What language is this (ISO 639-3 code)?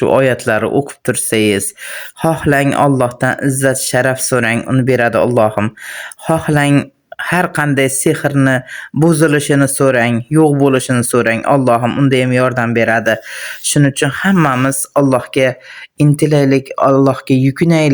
uzb